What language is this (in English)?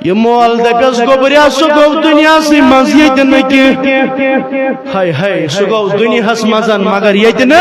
Kashmiri